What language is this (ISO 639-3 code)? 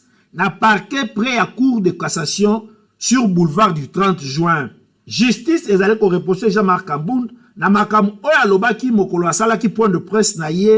lin